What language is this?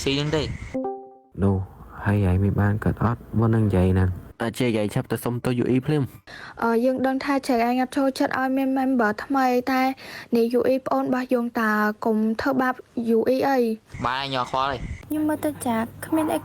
Khmer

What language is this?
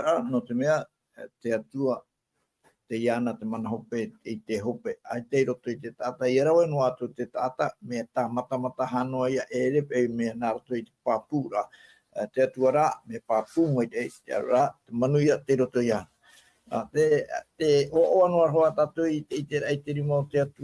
Tahitian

